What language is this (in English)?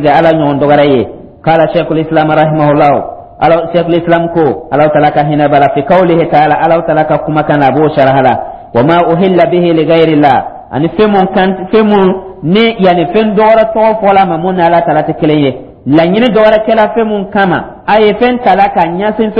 Dyula